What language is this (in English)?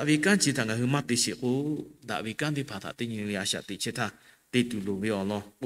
Lahu